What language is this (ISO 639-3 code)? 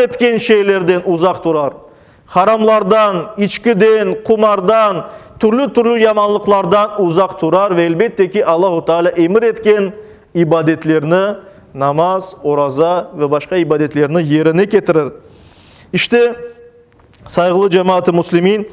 crh